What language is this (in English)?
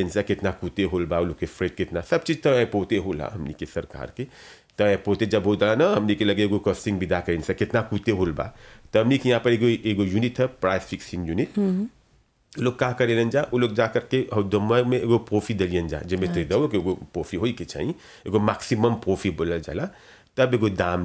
Bhojpuri